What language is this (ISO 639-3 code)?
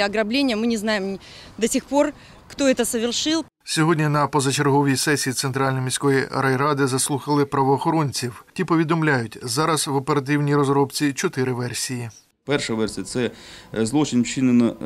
ukr